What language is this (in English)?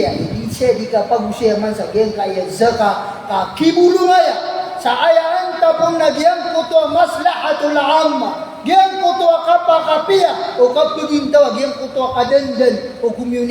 Maranao